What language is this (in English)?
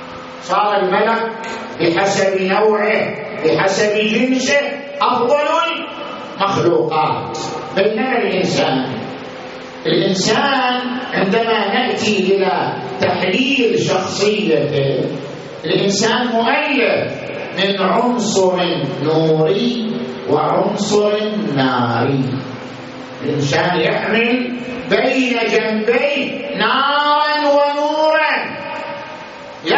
Arabic